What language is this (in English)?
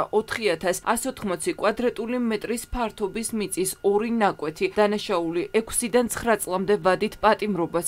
Georgian